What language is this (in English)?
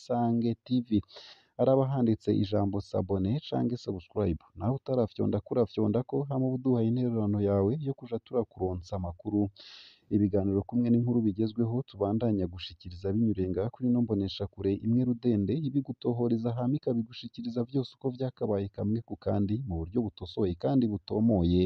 Rundi